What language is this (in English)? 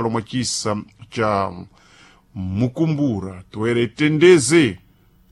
Sena